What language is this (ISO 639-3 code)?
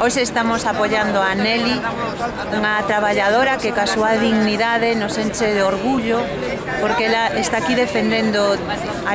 glg